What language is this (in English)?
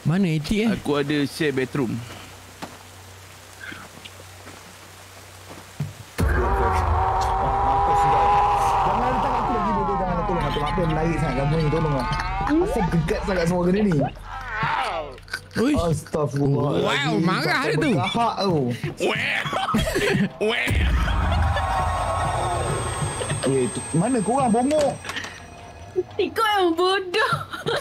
Malay